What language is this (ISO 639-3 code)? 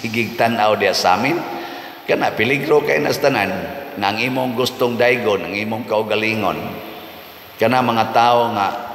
ceb